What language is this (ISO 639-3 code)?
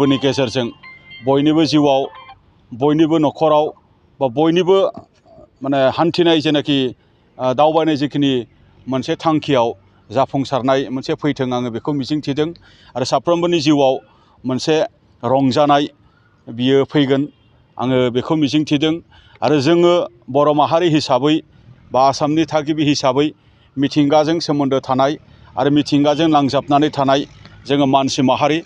brx